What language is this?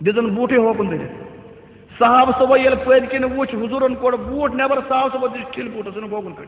Kashmiri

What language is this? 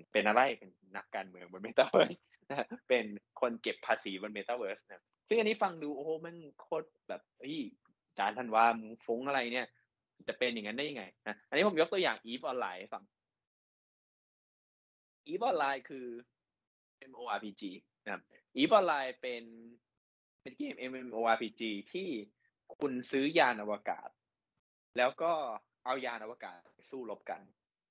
Thai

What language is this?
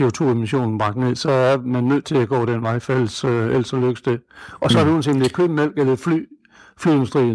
Danish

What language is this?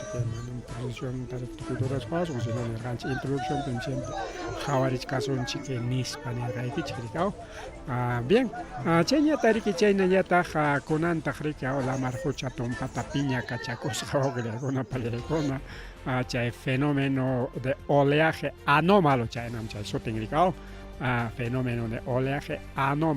Ayacucho Quechua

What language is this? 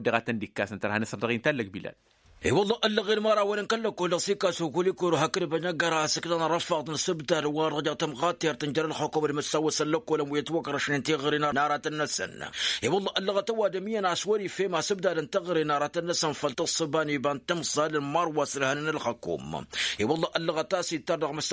Tamasheq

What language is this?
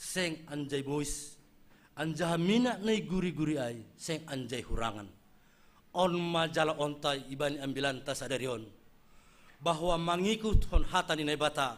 Batak Simalungun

